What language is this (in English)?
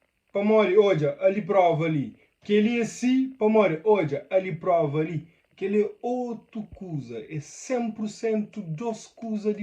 Kabuverdianu